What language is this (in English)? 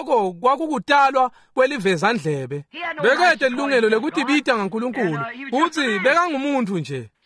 Swati